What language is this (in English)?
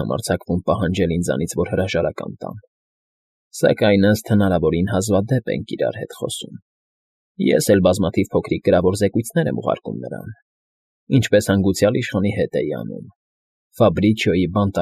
Armenian